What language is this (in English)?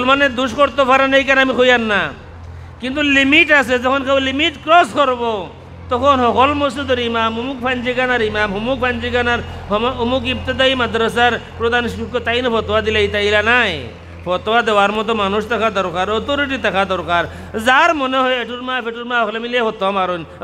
Sylheti